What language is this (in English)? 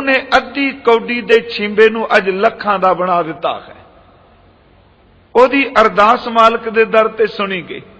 Punjabi